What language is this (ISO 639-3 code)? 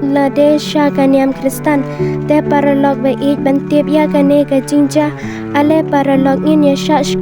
kha